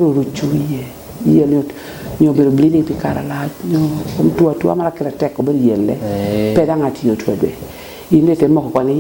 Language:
Lango (Uganda)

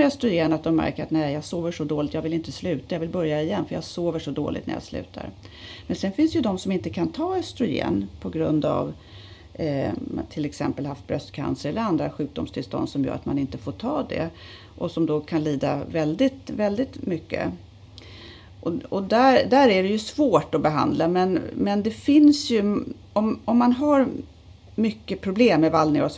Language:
Swedish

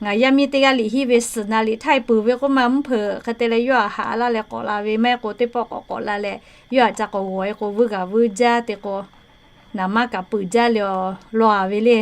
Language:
Lahu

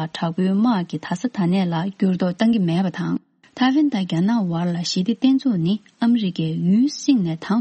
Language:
Tibetan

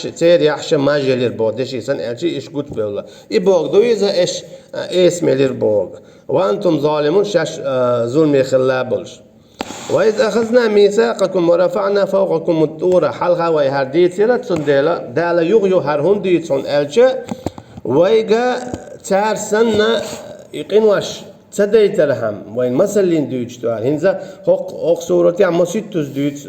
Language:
Chechen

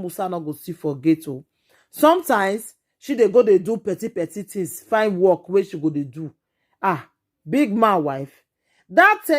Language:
Nigerian Pidgin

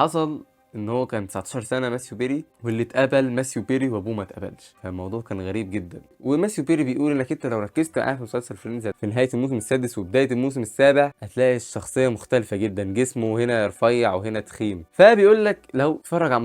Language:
Egyptian Arabic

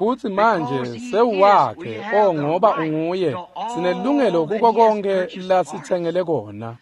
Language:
Swati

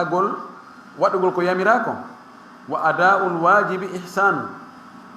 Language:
Fula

